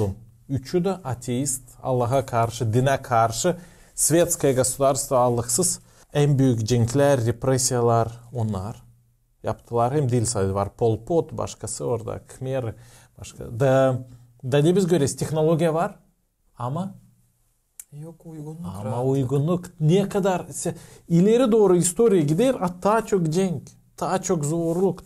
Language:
Gagauz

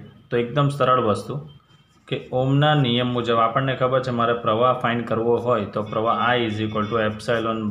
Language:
Gujarati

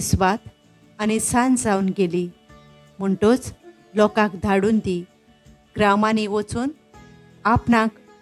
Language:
Konkani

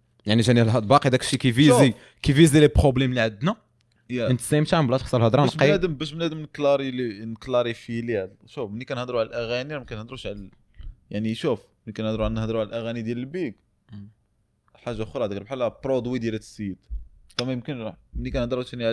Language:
Moroccan Arabic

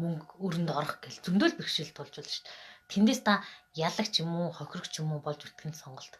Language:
Mongolian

